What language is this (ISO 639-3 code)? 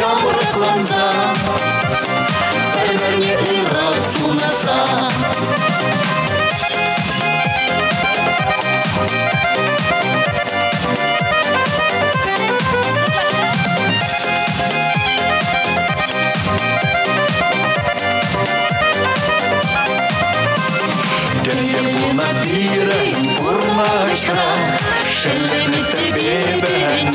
chv